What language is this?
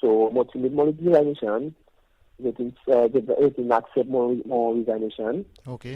Seselwa Creole French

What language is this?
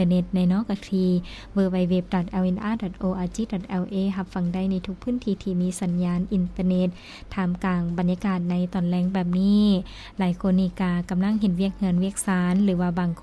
Lao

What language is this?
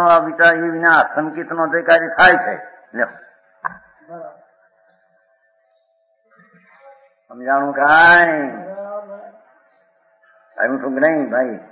Gujarati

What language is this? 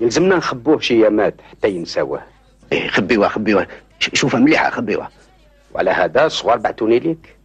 Algerian Arabic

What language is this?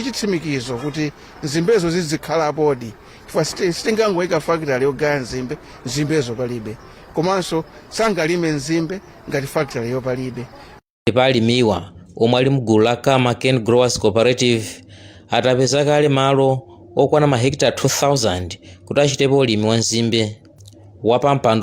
Nyanja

